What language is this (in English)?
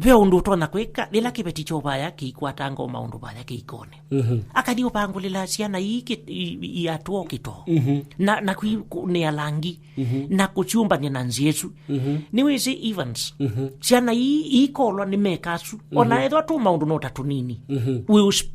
Kamba